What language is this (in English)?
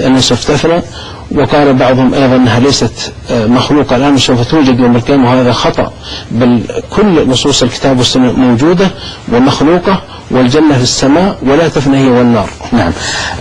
Arabic